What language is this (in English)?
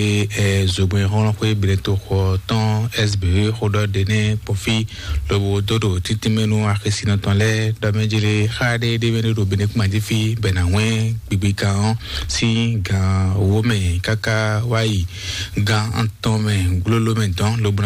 Fon